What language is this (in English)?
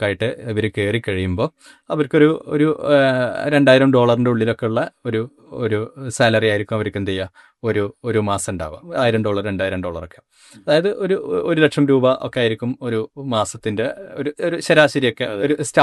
Malayalam